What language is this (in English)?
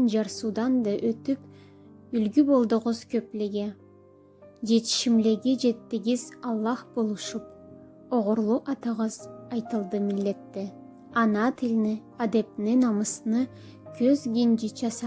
Karachay-Balkar